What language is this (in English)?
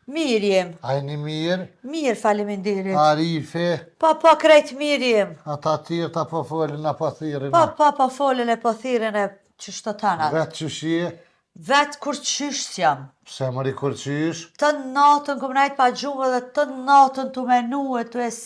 Albanian